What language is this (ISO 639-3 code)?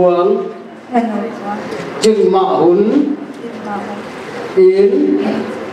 ctd